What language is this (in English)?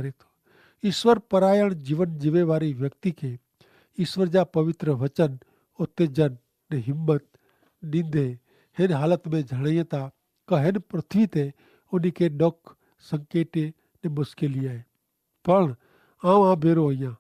Kachhi